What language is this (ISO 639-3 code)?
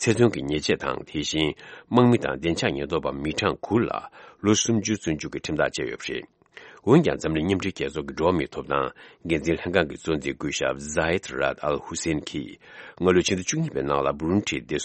bod